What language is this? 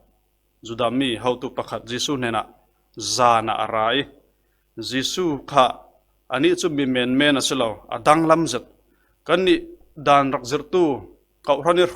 Falam Chin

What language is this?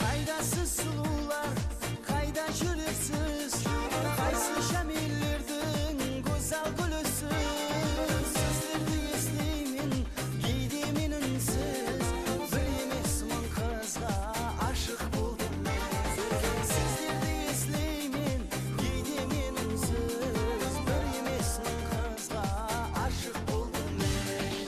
Kara-Kalpak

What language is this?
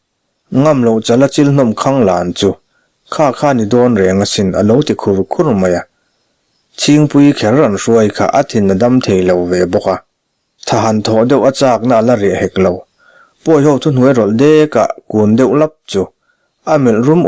Mizo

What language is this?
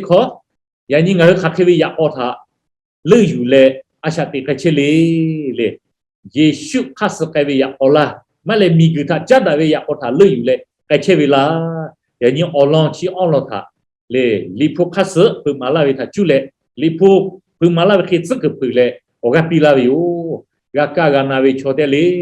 Lahu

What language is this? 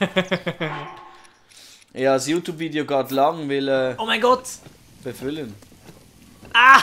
Swiss German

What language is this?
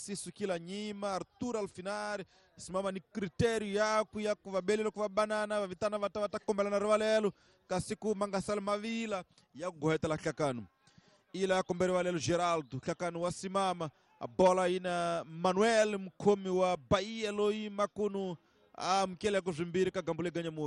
Tsonga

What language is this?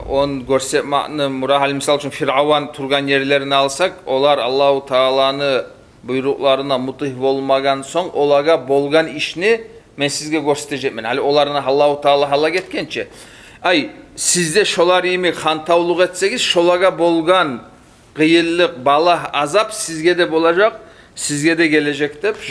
Kumyk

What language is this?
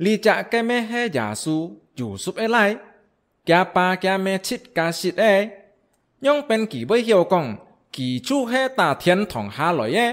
Hakka Chinese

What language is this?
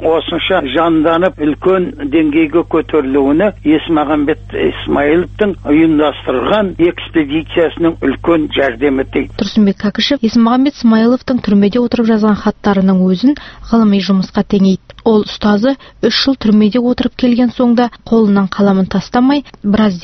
Kazakh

